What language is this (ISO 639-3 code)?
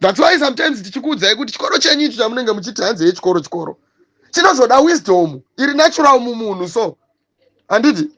sna